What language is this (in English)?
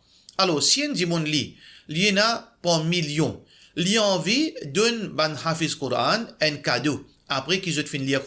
Morisyen